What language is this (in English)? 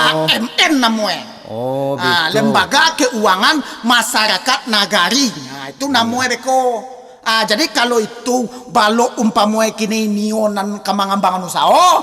Minangkabau